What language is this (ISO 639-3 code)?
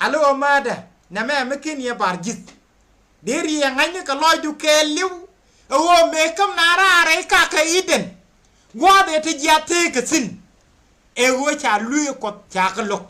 nus